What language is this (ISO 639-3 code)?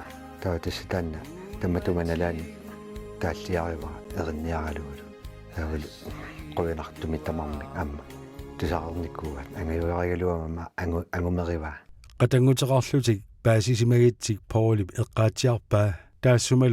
kal